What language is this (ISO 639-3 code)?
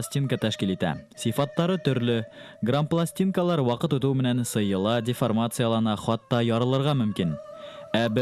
bak